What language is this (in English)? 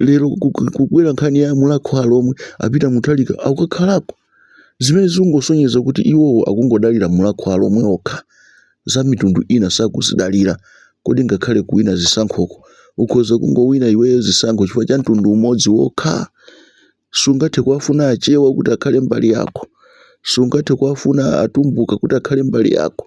Nyanja